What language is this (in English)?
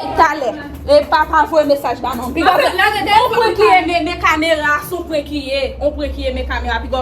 Haitian Creole